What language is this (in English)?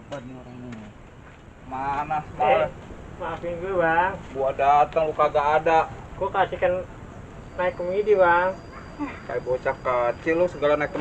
Betawi